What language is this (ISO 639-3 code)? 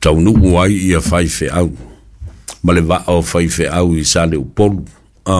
smo